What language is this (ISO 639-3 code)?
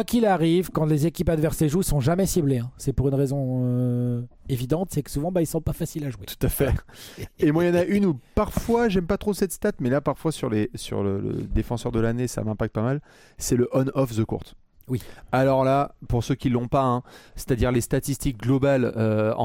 fra